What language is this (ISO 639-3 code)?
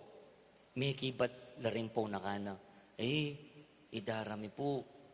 pam